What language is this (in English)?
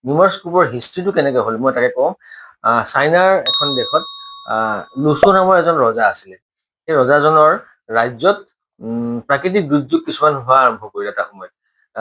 Assamese